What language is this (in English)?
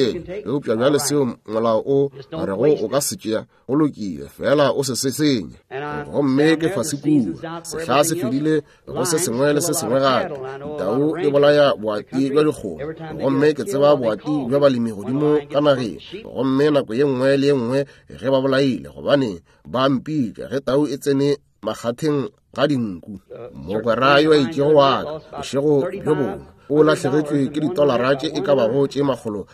Northern Sotho